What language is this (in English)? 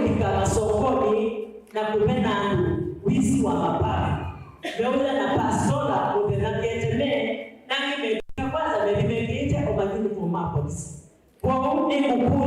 Kamba